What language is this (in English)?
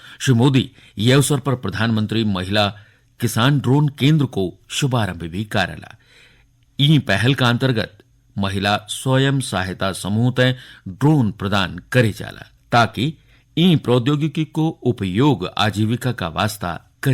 Garhwali